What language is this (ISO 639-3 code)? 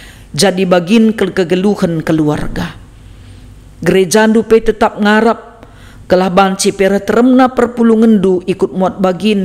btx